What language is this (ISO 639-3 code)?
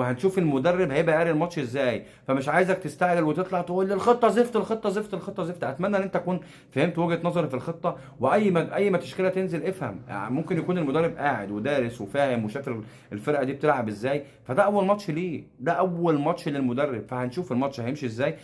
arz